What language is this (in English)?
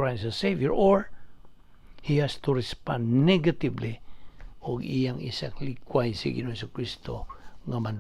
Cebuano